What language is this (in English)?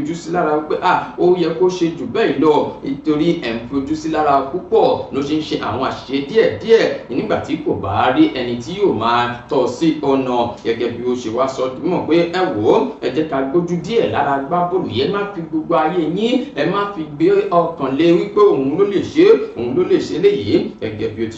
Yoruba